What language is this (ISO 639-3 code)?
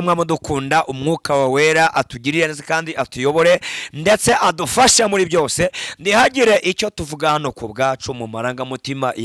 kin